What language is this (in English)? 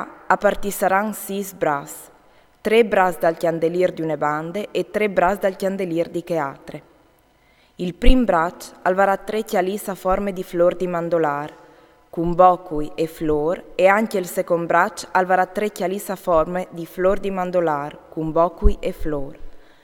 Friulian